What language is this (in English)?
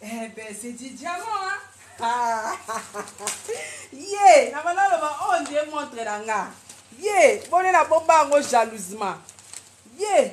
Lingala